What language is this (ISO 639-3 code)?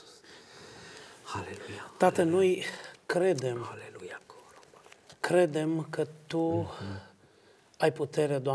ron